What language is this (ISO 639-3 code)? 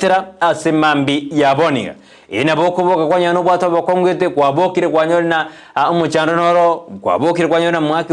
guz